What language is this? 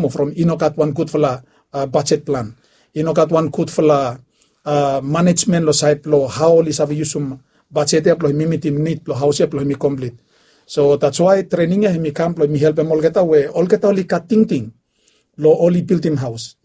Bislama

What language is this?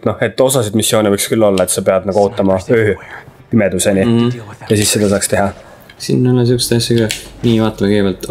Estonian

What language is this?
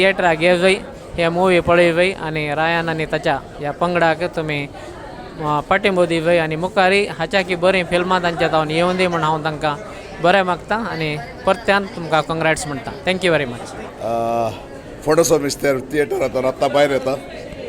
Konkani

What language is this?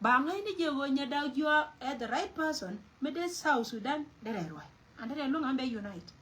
Nuer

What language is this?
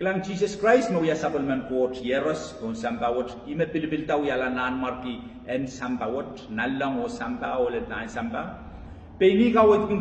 Pohnpeian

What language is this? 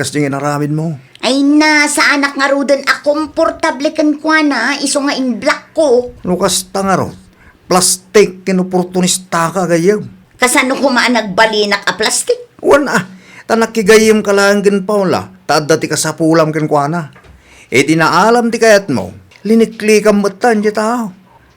Iloko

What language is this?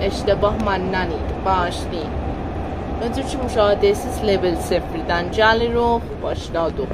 South Azerbaijani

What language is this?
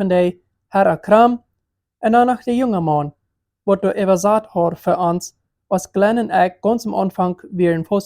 Plautdietsch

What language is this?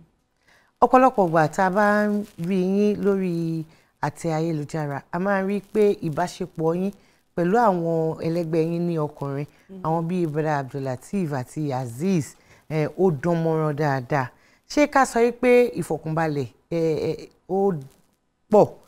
Yoruba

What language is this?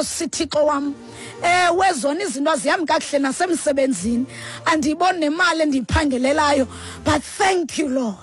Xhosa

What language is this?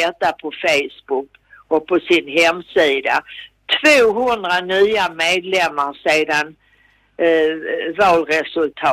Swedish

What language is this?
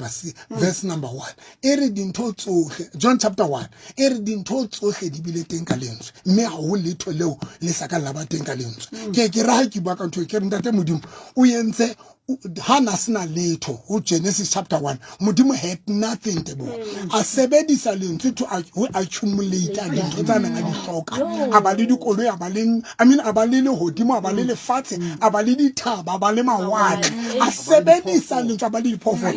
Southern Sotho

